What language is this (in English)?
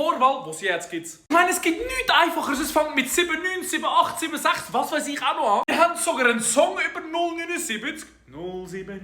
Swiss German